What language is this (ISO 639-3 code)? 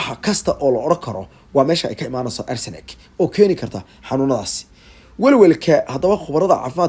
som